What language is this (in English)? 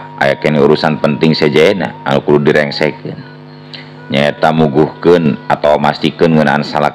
Sundanese